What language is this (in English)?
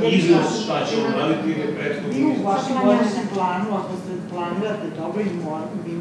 Serbian